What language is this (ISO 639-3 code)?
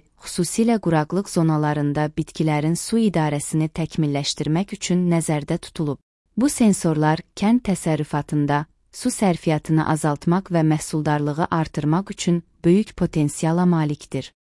aze